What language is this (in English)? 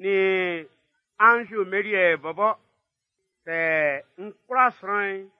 Baoulé